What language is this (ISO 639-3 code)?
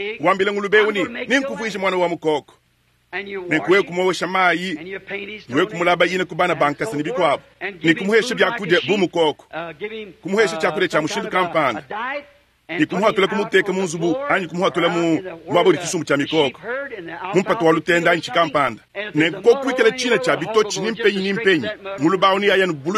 lua